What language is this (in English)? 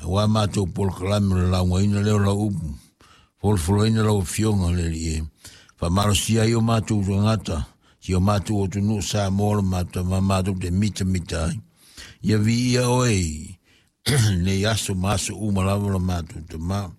Samoan